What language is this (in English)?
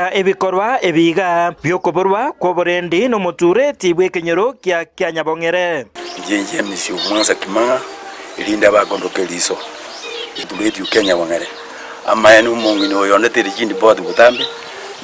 Gusii